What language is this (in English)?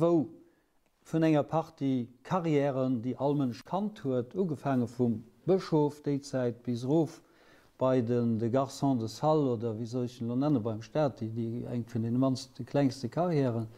Luxembourgish